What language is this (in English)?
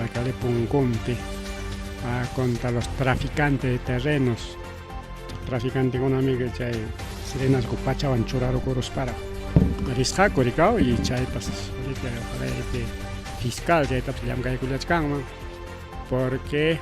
Ayacucho Quechua